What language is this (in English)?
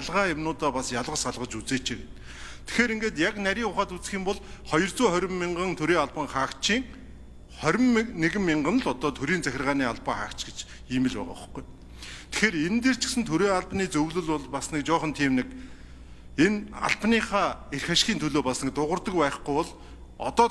Mongolian